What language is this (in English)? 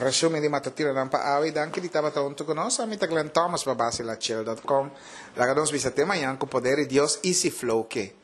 Papiamento